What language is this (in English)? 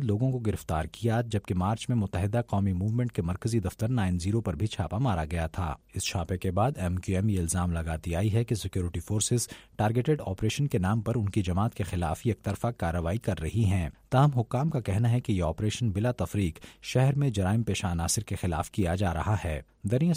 Urdu